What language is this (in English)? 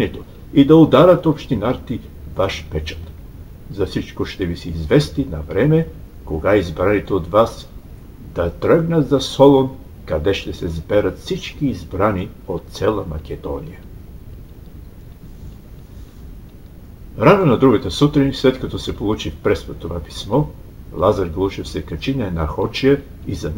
Bulgarian